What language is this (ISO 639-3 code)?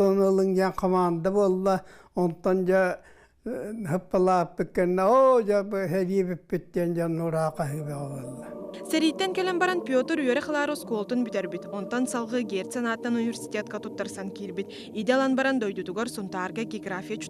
sah